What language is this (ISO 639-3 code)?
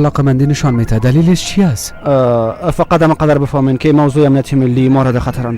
fas